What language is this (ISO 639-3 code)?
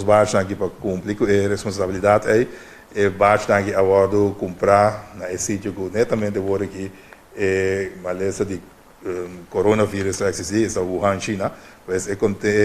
pap